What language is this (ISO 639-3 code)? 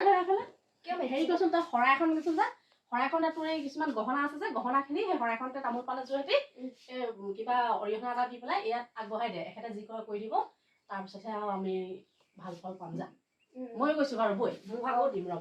asm